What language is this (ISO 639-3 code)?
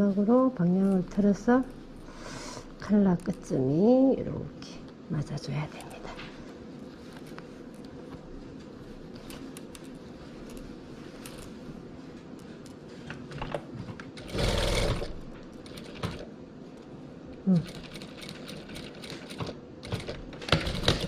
kor